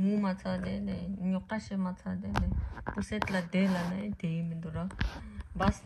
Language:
Tibetan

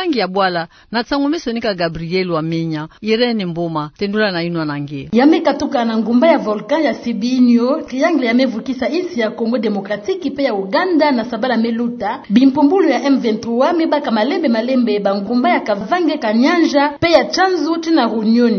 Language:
Kituba (Democratic Republic of Congo)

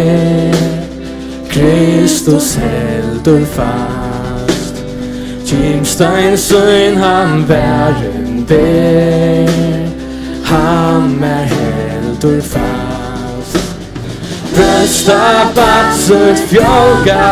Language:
Faroese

